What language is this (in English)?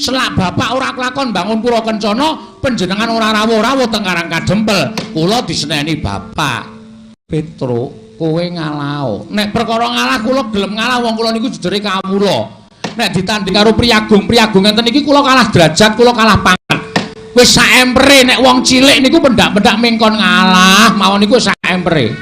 Javanese